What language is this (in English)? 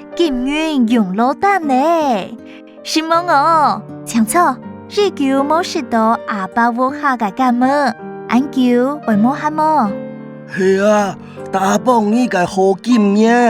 Hakka Chinese